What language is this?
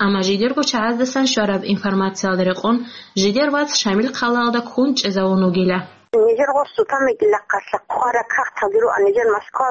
Avaric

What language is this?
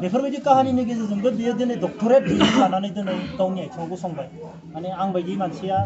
Bodo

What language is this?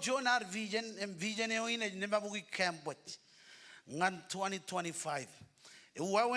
Marshallese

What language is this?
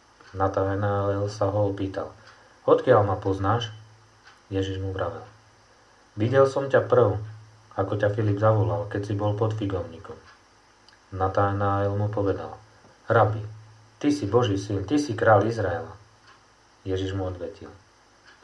Slovak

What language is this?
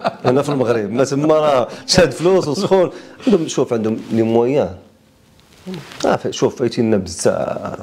Moroccan Arabic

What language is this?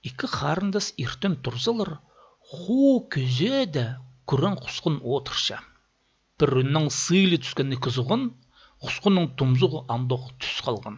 Khakas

